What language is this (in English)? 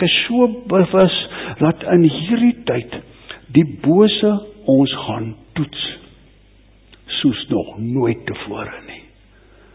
Afrikaans